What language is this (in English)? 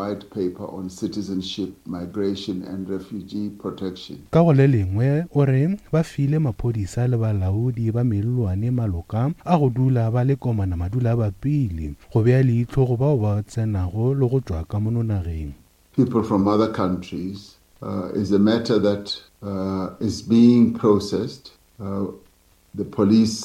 Northern Sotho